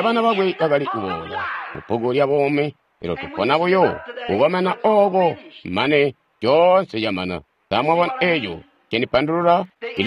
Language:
Tonga (Zambia)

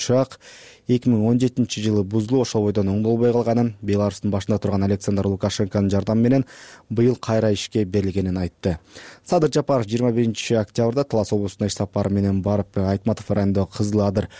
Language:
Kyrgyz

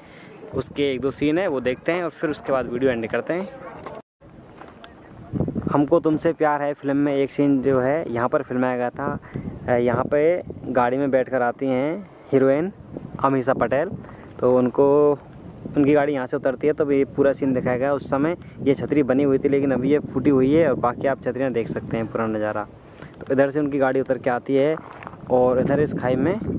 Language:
Hindi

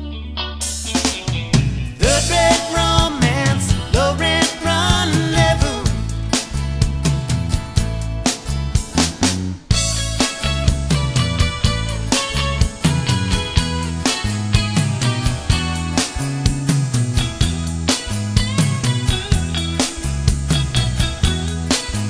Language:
English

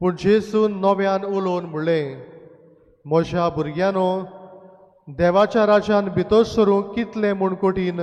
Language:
Konkani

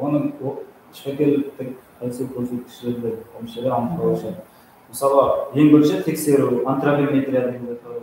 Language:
Kara-Kalpak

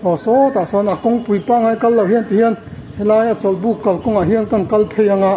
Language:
Mizo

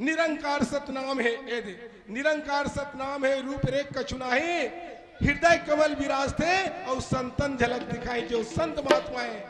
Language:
Chhattisgarhi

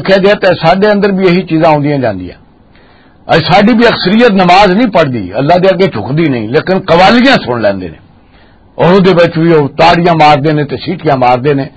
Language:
Western Panjabi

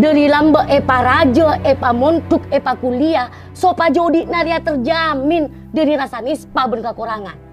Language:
Madurese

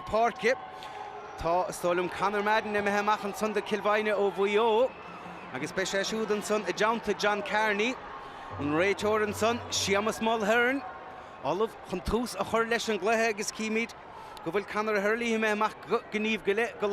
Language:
Irish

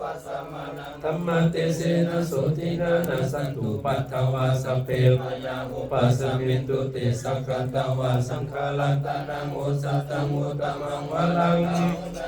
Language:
Pali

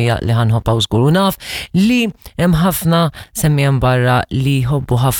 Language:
Maltese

